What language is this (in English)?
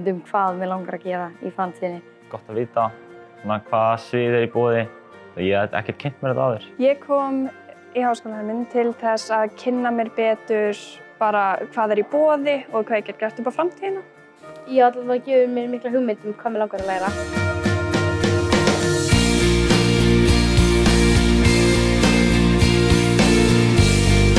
Icelandic